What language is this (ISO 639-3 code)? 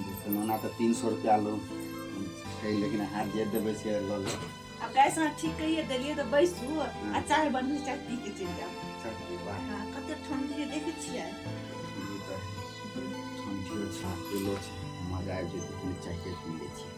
mai